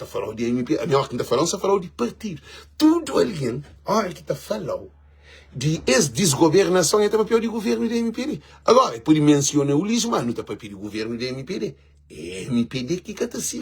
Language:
Kabuverdianu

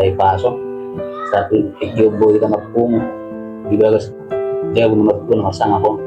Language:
Batak Toba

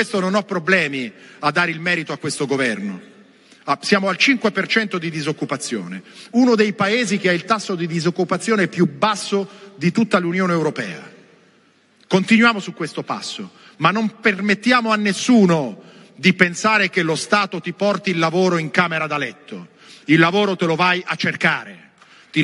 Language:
Italian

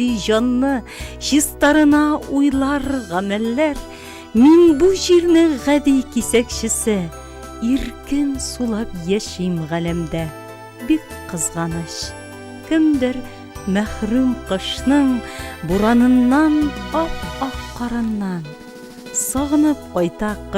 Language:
Tatar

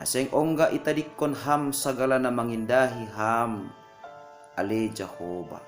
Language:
Batak Simalungun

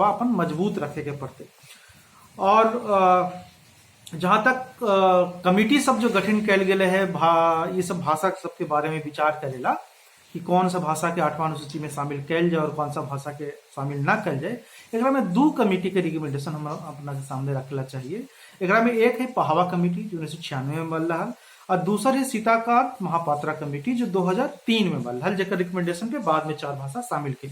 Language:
Magahi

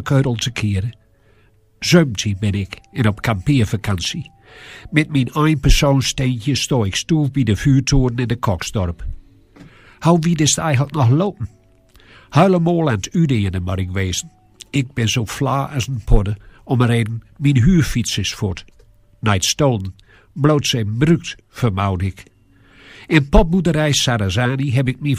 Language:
Gronings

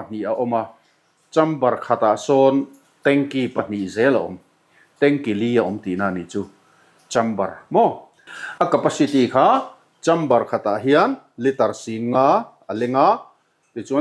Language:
Mizo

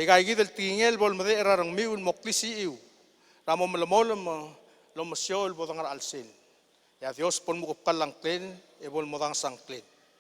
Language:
Palauan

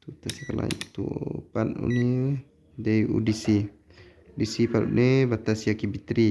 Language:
Khasi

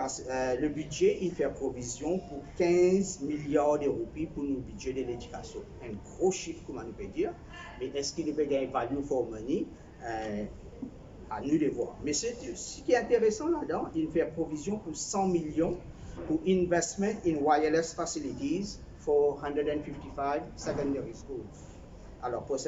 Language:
Morisyen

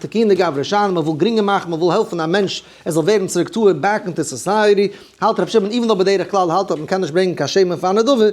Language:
Yiddish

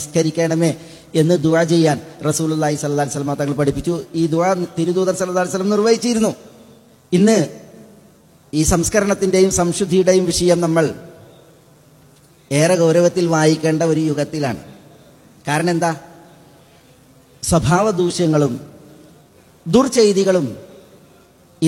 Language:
Malayalam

